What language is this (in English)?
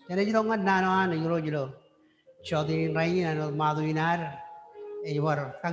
Marshallese